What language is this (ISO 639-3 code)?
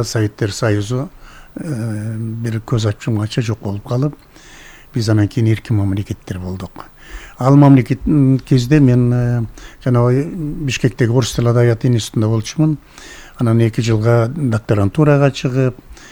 kir